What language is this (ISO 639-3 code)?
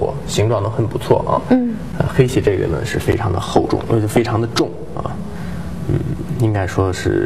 zho